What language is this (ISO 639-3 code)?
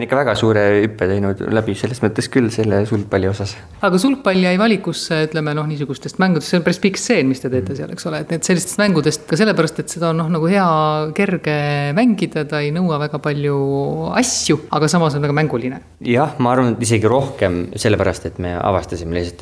est